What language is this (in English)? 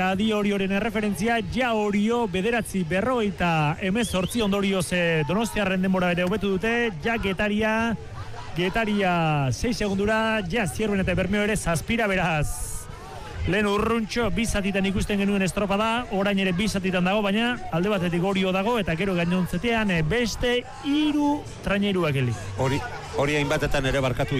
Basque